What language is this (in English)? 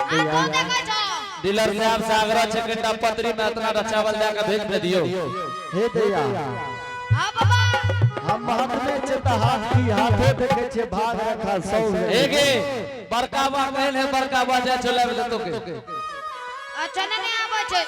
Angika